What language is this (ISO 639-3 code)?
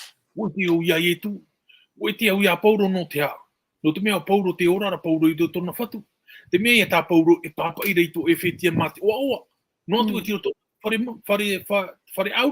tah